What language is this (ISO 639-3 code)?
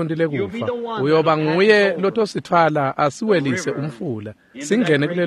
ssw